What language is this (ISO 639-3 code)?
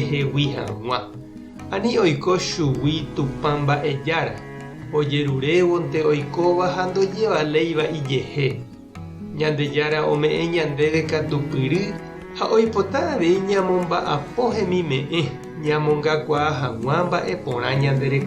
grn